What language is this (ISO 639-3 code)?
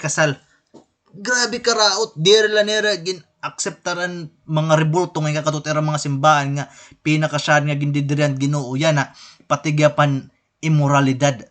war